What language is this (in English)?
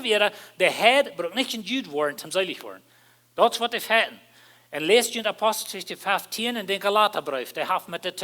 Plautdietsch